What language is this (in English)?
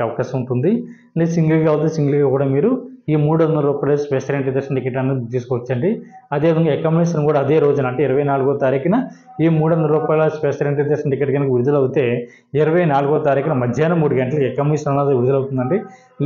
Telugu